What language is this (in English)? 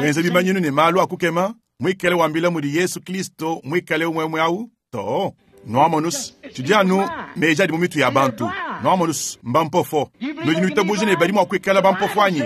Luba-Lulua